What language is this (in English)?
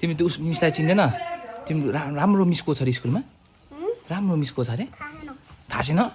Nepali